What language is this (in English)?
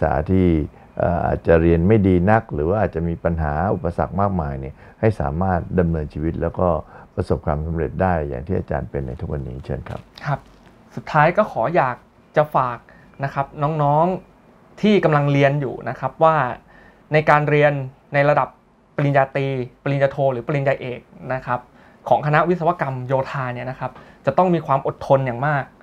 Thai